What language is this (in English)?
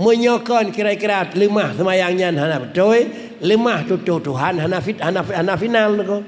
Achinese